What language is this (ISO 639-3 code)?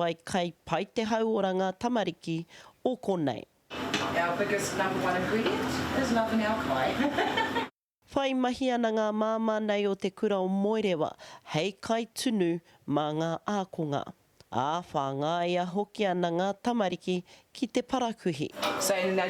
mri